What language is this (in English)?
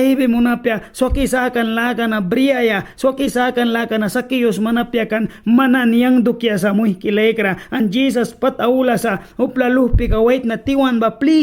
Mískito